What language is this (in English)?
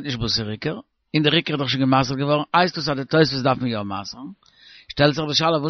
Yiddish